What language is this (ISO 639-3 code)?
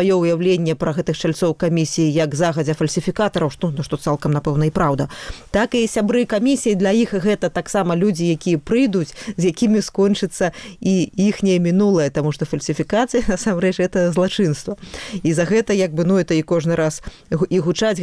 bel